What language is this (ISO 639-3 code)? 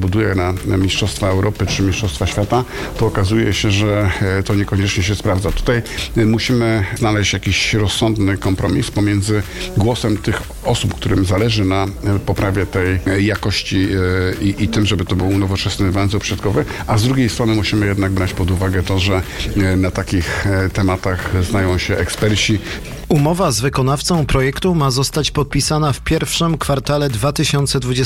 pol